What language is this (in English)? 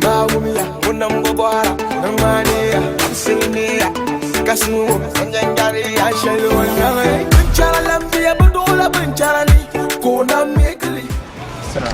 Dagbani